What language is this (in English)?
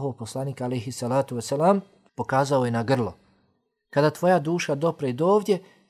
Bosnian